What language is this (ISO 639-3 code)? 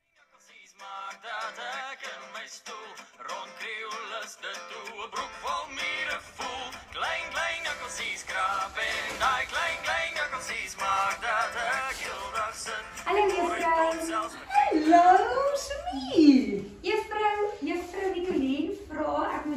afr